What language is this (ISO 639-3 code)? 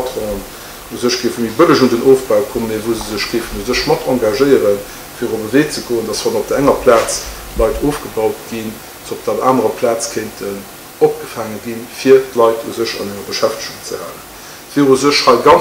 ltz